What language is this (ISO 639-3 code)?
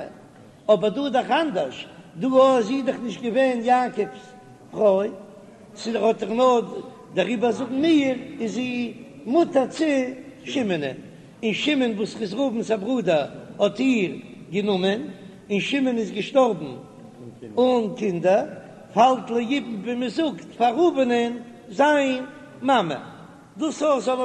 yid